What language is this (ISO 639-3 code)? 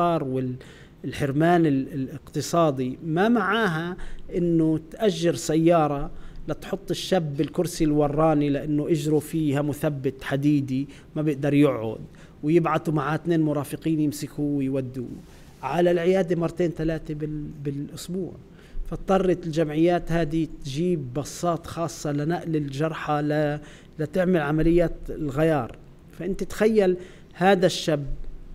apc